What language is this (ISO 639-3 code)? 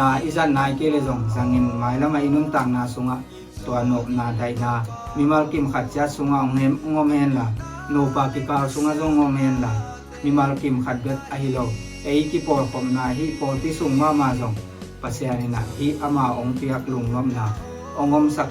ctd